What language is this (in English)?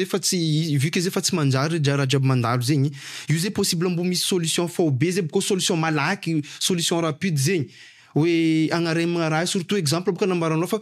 Malagasy